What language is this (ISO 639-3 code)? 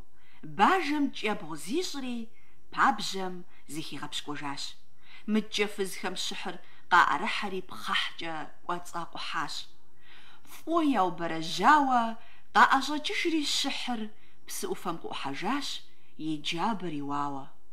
kbd